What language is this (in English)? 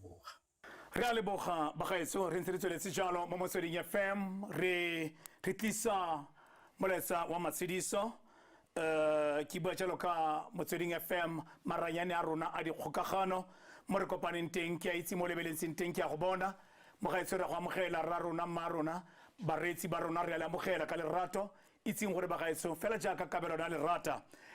Tswana